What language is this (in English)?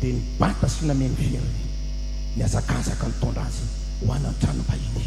Malagasy